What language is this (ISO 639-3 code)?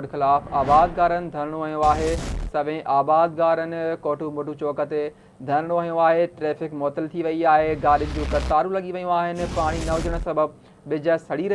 snd